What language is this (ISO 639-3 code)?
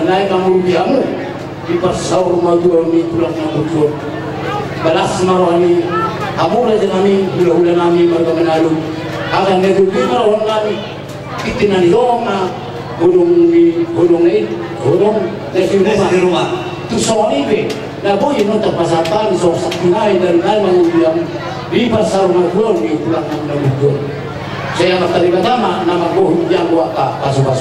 bbc